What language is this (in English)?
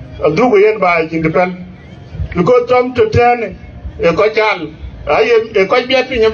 Dinka